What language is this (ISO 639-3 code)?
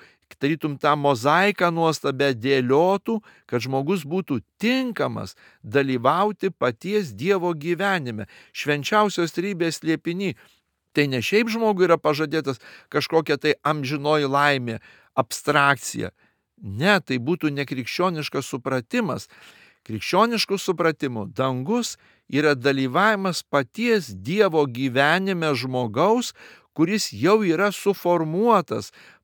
lit